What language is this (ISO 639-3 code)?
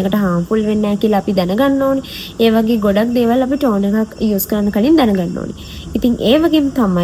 sin